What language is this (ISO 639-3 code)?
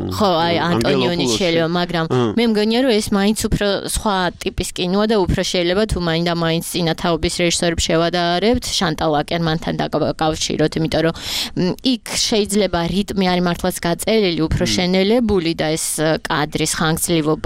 kat